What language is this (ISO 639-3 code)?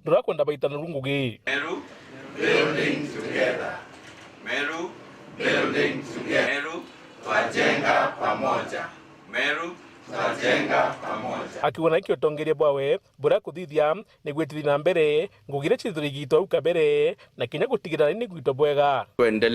mer